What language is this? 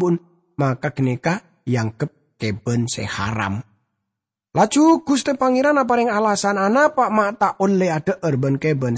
Madurese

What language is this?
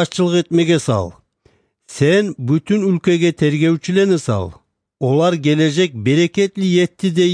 Kumyk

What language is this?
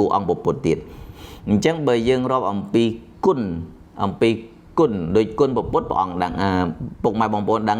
Khmer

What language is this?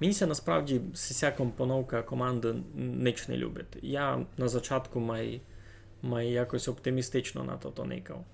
Rusyn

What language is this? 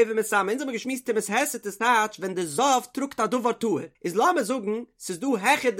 Yiddish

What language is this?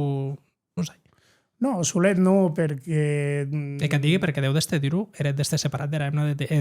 Occitan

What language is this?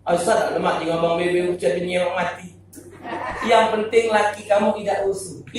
Musi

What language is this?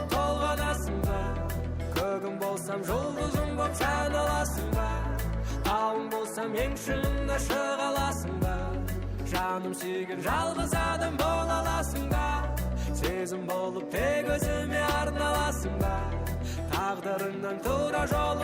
Kara-Kalpak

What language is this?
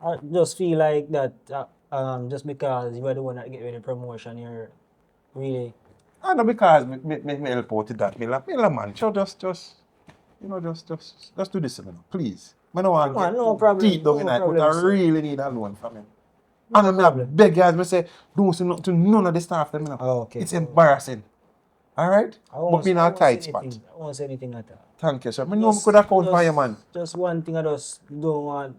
Jamaican Creole English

